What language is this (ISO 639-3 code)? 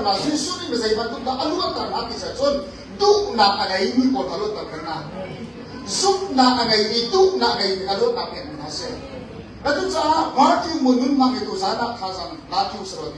cnh